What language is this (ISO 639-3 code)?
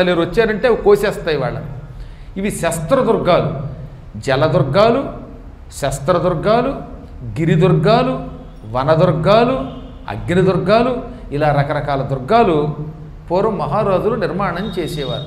tel